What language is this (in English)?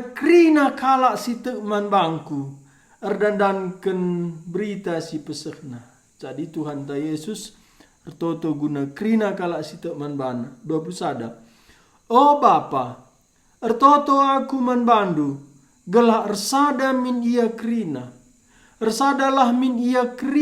Batak Karo